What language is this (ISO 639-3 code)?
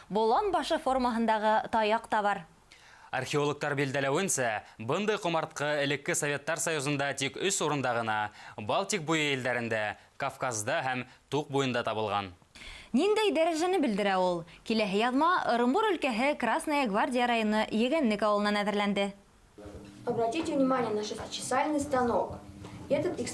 bak